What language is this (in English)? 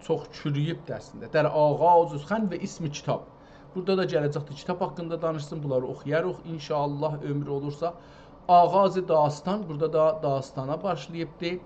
South Azerbaijani